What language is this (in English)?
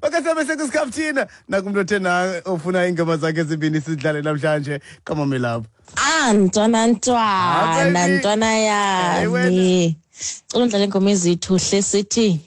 Xhosa